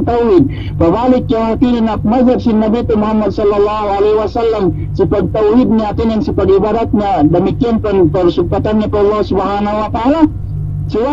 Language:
Yakan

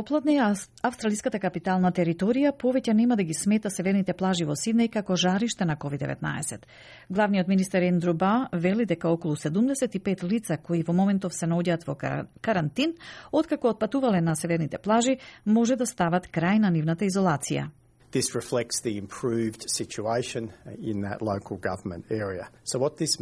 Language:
Macedonian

